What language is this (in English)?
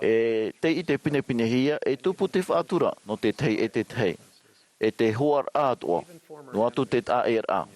Tahitian